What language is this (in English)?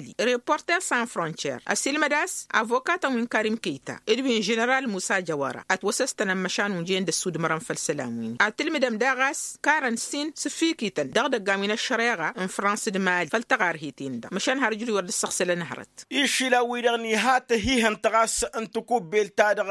Tamasheq